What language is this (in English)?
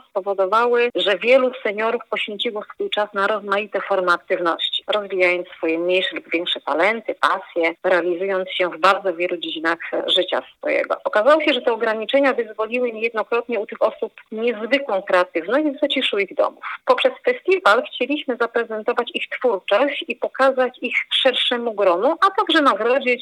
Polish